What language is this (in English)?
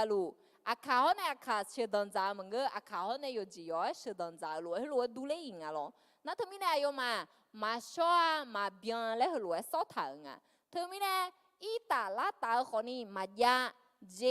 Akha